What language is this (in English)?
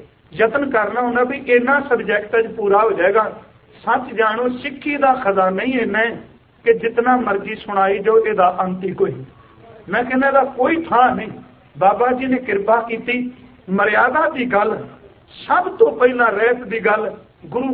Punjabi